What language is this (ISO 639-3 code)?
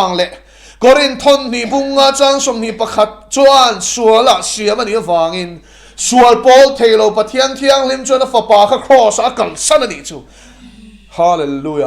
lus